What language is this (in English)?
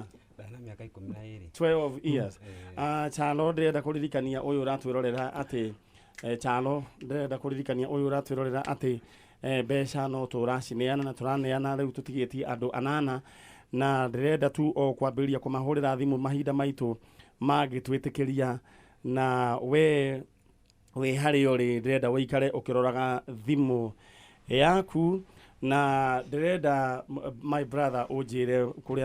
Kikuyu